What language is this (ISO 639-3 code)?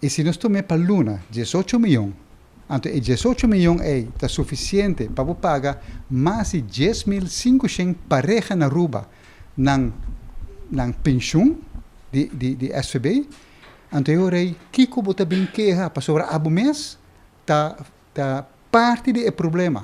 pap